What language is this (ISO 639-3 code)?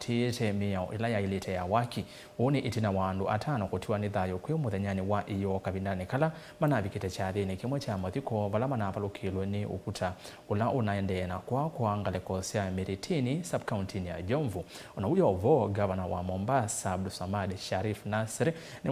kam